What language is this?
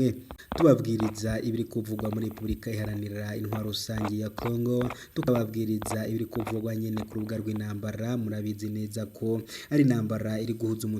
Rundi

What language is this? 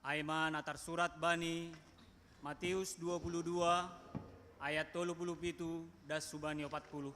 Batak Simalungun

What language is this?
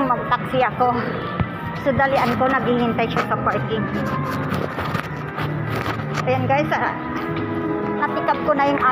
Filipino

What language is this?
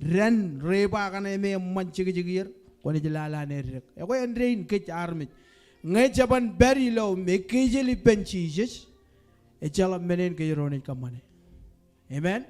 Marshallese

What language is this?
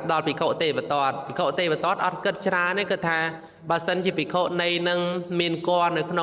Khmer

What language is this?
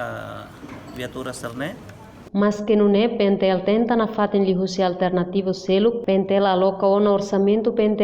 Tetum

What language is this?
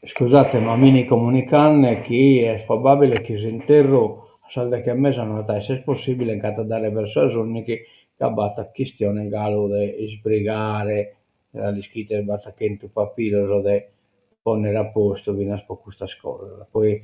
Sardinian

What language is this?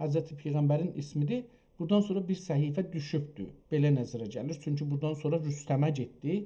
South Azerbaijani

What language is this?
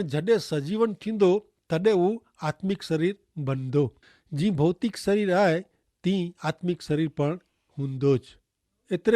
Kachhi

